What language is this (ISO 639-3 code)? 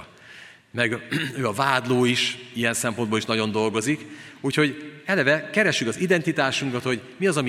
hun